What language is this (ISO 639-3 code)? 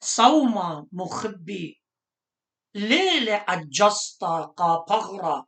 aii